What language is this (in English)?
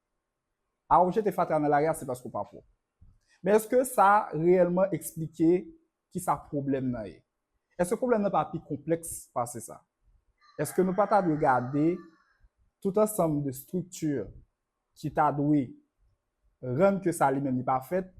Haitian Creole